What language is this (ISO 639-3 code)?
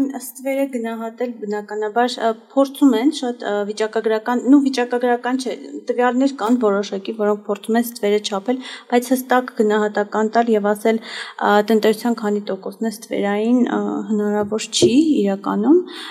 hye